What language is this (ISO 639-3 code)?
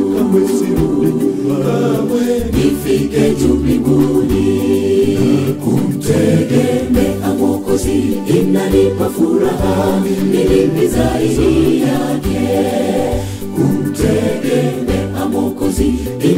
swa